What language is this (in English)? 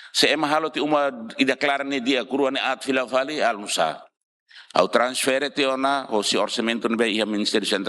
Tetum